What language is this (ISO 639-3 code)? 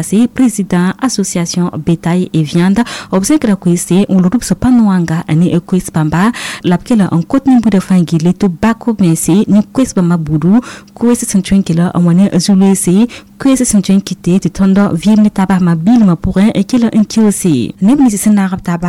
mos